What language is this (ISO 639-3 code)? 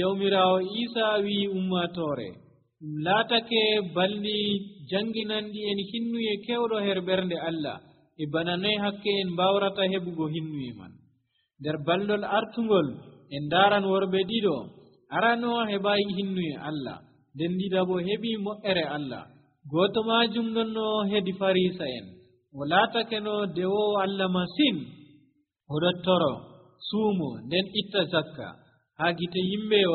fuv